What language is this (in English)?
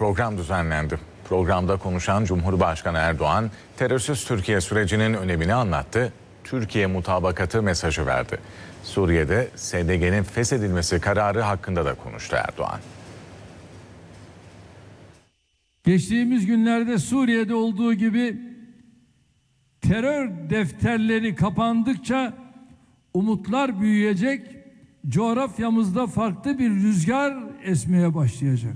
Turkish